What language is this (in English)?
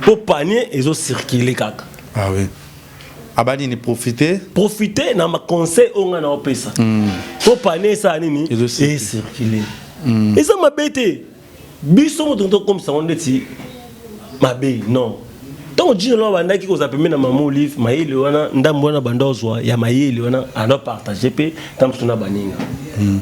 Lingala